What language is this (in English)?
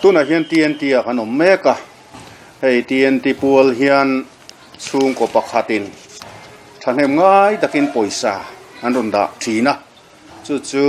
Mizo